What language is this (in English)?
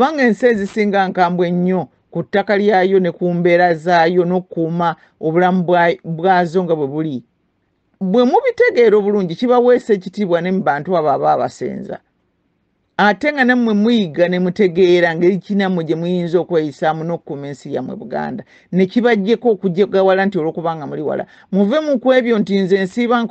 Ganda